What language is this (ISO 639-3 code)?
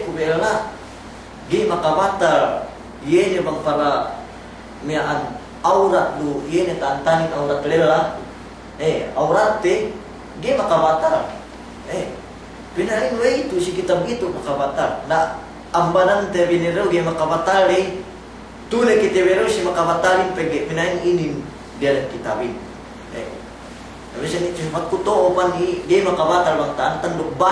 yka